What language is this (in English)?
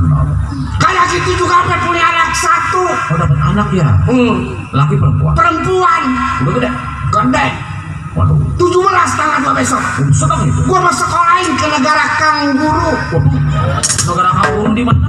Betawi